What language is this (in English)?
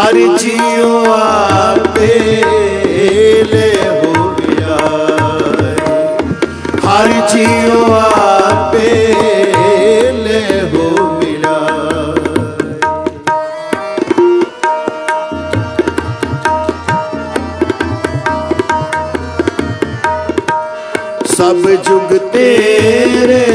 Punjabi